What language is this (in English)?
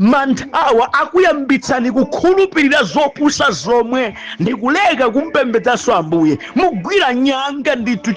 Nyanja